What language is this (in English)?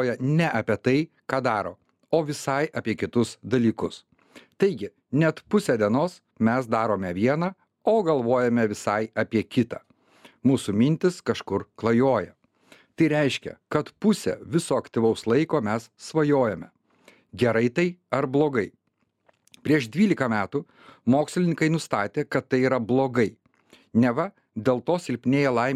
Lithuanian